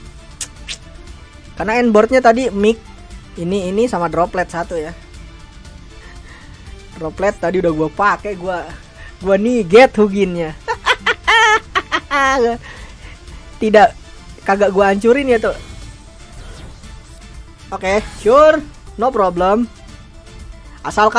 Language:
Indonesian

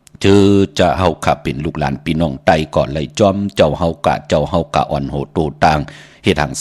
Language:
Shan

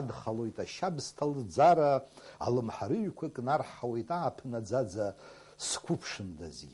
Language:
Abkhazian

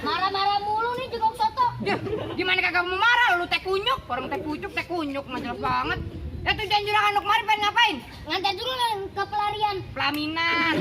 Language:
Betawi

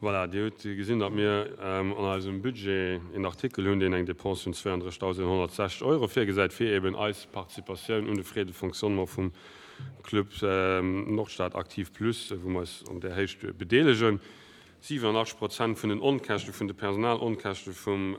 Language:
Luxembourgish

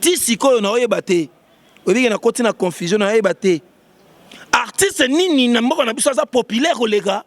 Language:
Lingala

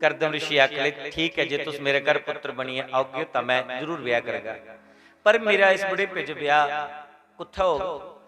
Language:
Dogri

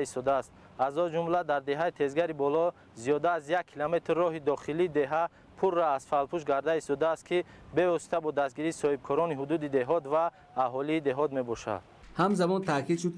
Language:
Tajik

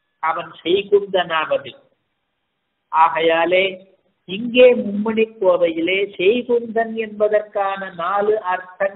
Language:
Tamil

